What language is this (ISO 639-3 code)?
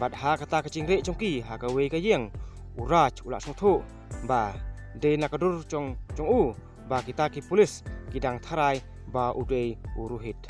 kha